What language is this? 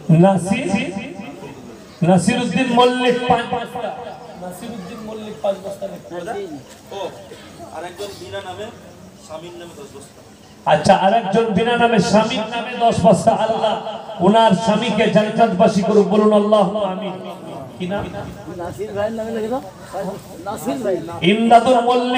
Bangla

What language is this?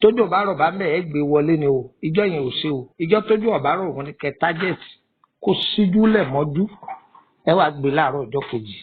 Yoruba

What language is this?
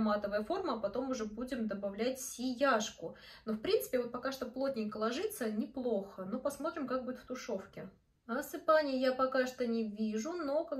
Russian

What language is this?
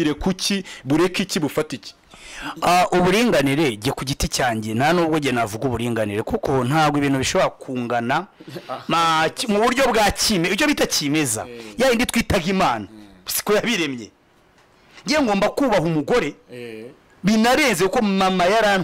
Kinyarwanda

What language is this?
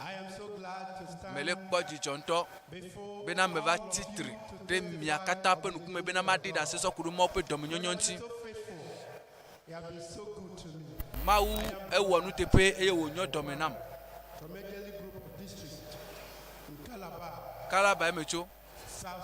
Ewe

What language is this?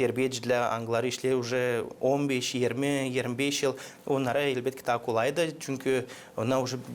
Gagauz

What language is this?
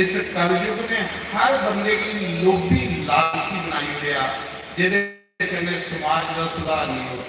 Dogri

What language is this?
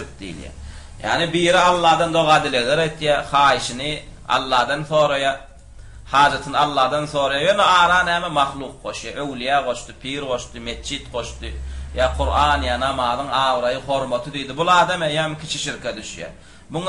Turkmen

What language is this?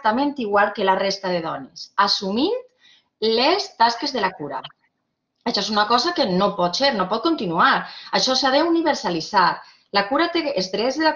Catalan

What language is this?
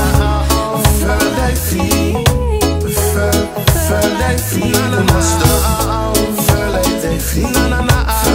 Norwegian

